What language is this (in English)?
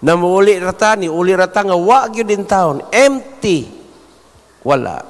Cebuano